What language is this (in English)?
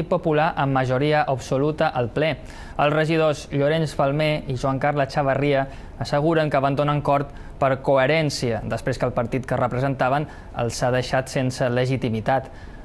Catalan